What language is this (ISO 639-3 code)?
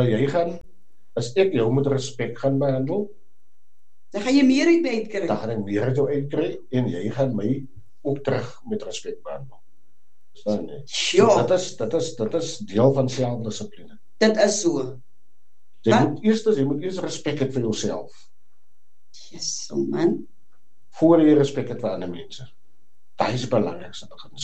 afr